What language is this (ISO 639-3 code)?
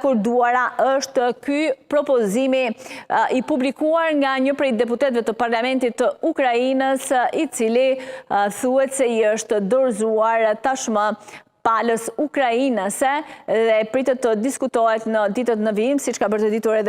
sqi